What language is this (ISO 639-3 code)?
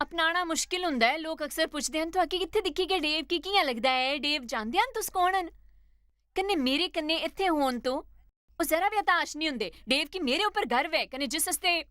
doi